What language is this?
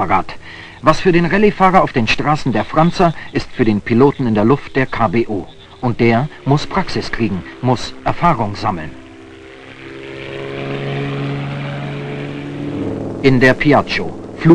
German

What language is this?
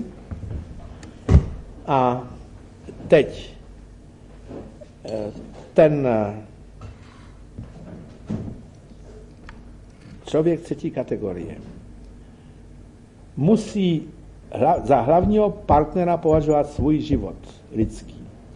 Czech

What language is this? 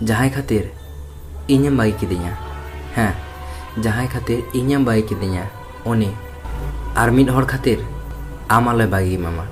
Santali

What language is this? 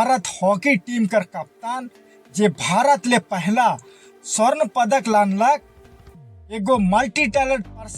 Sadri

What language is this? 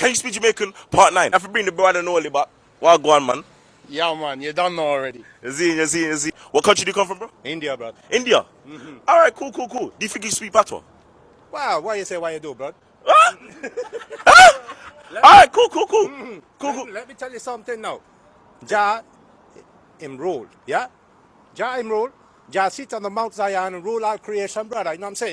Jamaican Creole English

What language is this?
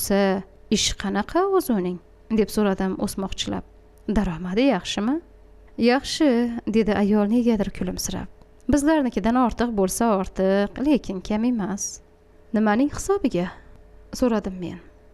Uzbek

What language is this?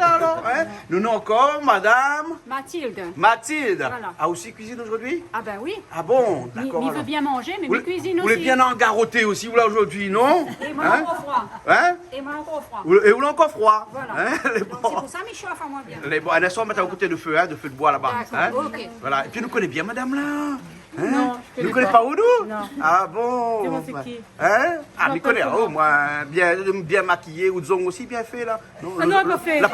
Réunion Creole French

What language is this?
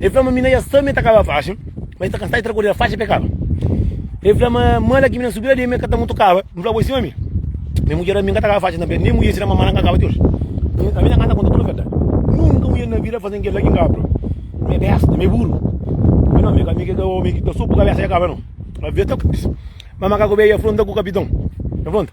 Kabuverdianu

